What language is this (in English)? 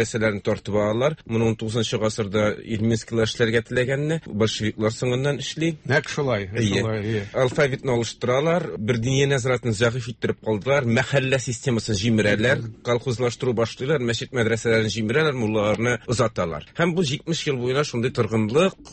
Tatar